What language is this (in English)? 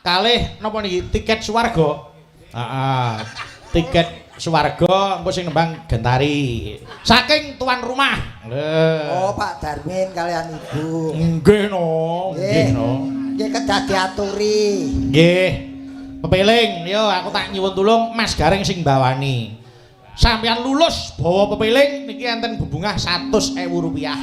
Javanese